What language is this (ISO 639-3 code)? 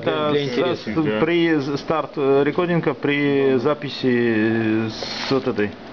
rus